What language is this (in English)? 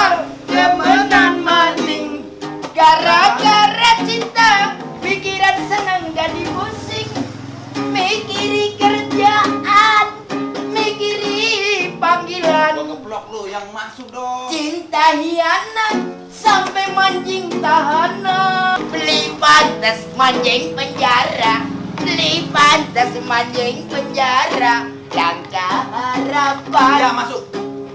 Betawi